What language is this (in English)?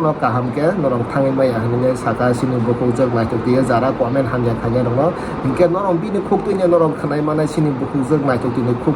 Kok Borok